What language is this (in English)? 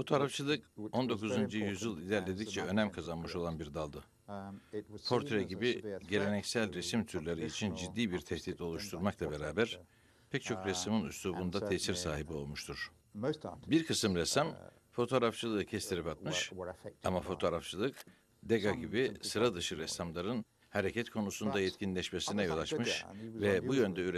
Turkish